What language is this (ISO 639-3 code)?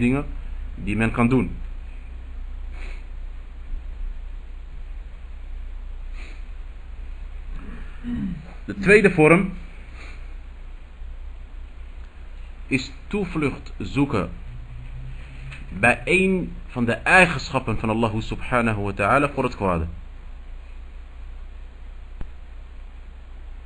nld